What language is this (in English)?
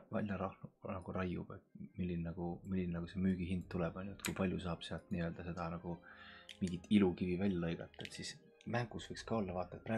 Estonian